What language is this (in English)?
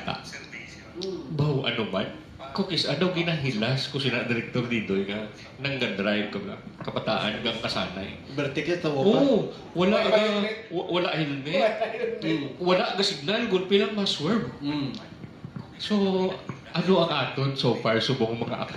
Hiligaynon